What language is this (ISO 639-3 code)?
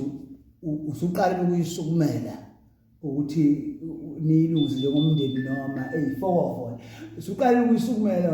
zul